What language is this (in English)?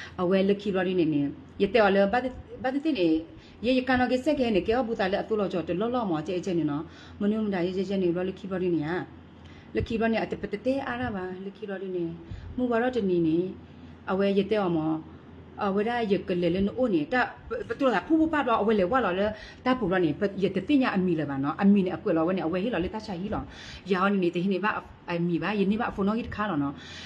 S'gaw Karen